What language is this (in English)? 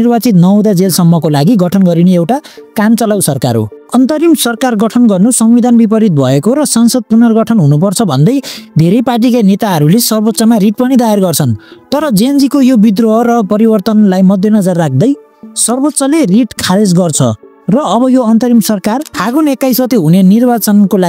Nepali